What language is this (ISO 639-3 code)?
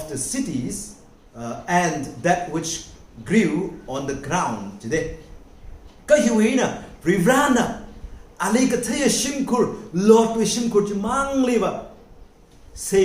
nmf